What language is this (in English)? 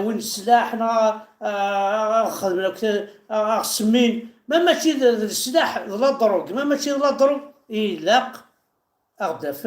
Kabyle